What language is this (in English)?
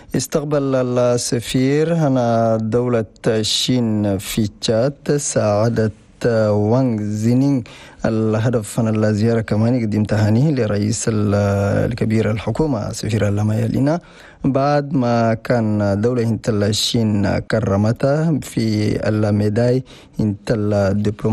Chadian Arabic